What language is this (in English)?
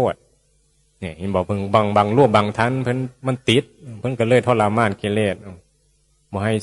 Northeastern Thai